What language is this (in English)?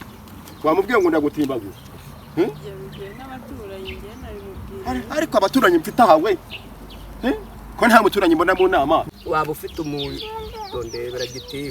Kinyarwanda